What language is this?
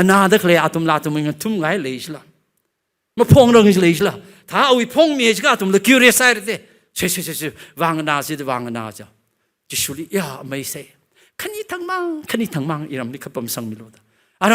Tangkhul Naga (India)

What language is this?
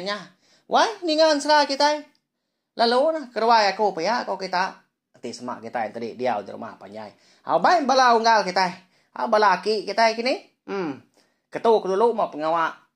Iban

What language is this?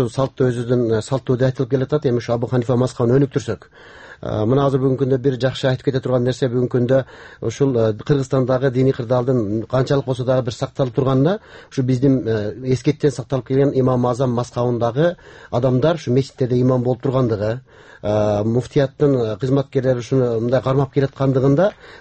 Kyrgyz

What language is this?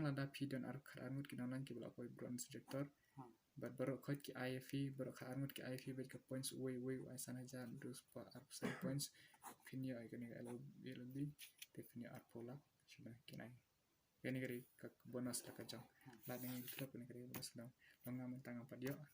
Khasi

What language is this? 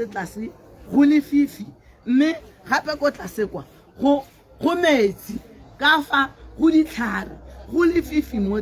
Tswana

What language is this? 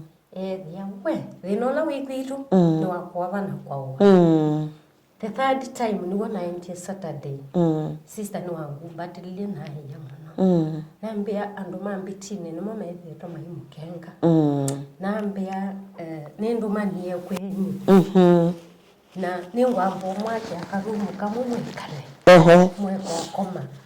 Kamba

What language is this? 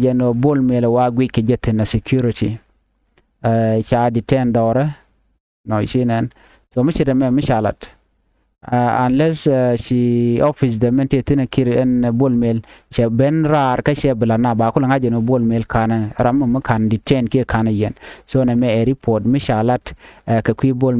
Nuer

